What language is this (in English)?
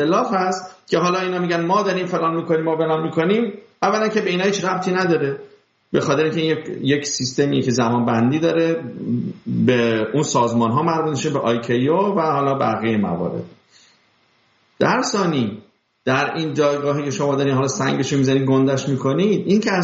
Persian